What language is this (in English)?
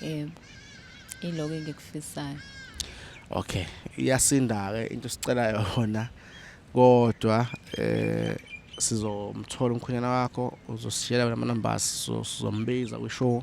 Zulu